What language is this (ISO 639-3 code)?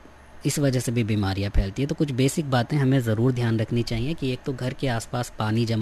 hin